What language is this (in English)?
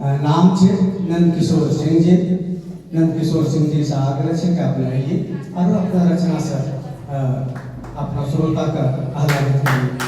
Angika